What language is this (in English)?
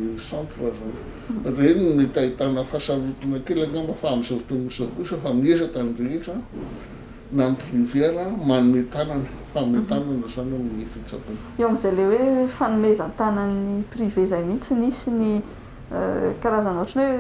Malagasy